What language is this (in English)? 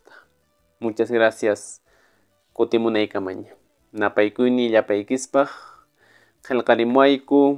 Quechua